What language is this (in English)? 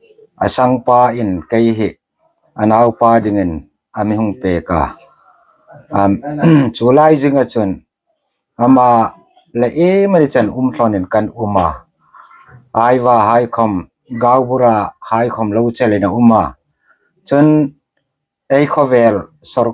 Hmar